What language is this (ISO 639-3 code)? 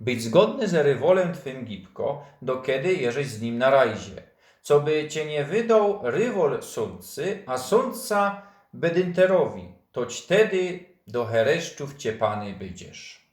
szl